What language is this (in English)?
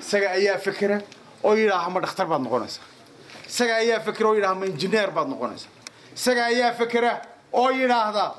Somali